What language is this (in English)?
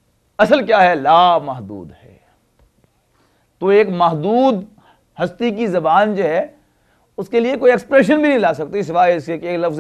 Urdu